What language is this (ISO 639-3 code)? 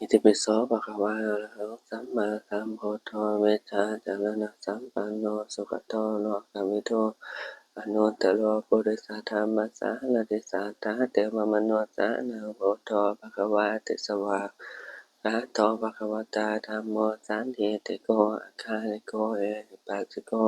pli